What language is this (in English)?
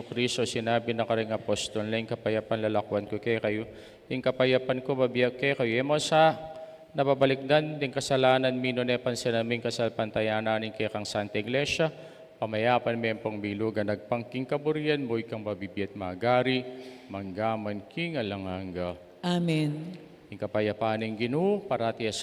Pampanga